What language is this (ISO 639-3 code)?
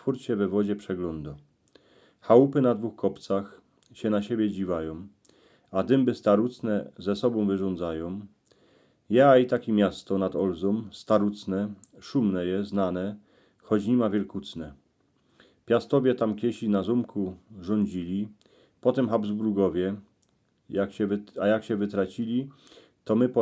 szl